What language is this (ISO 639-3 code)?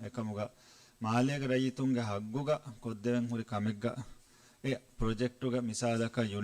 div